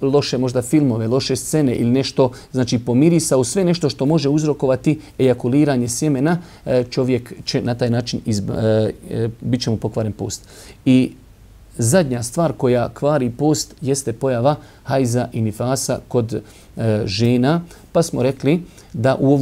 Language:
Bosnian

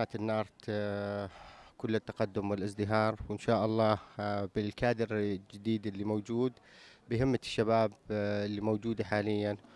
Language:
North Levantine Arabic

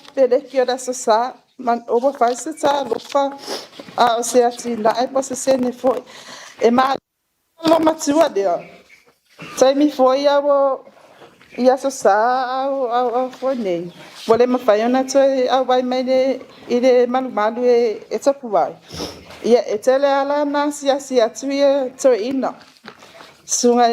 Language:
Samoan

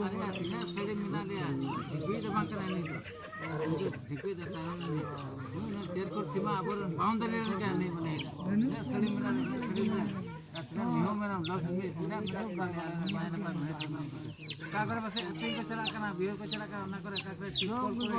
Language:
Santali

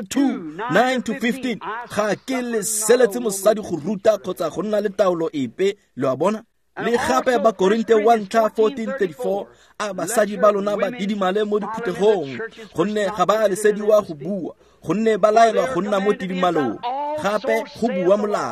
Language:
Tswana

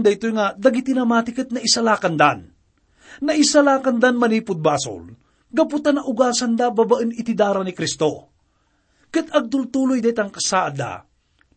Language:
Iloko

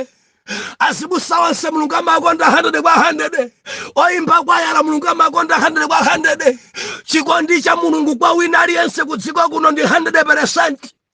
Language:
Nyanja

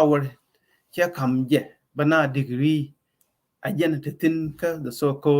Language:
Nuer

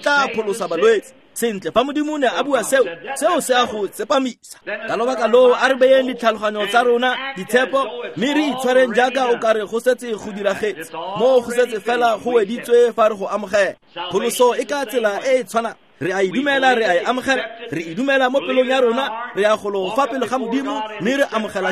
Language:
Tswana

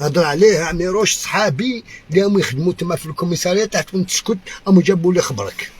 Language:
Algerian Arabic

